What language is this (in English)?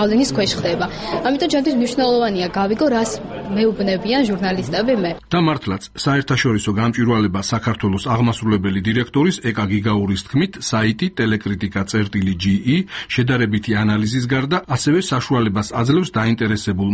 Georgian